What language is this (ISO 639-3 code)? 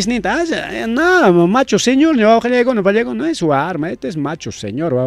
quy